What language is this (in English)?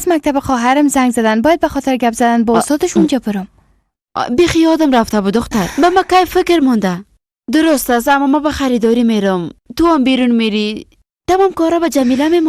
Persian